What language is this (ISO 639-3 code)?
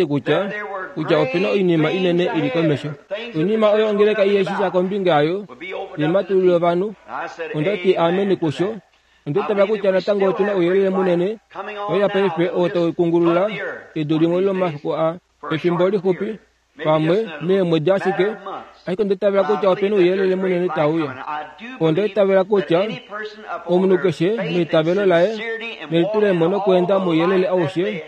kua